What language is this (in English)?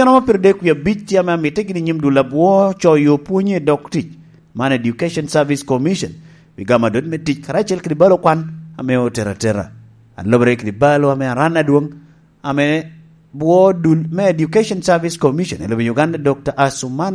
Lango (Uganda)